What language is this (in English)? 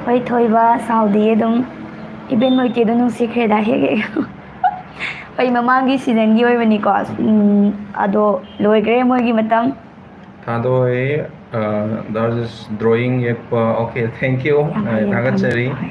Manipuri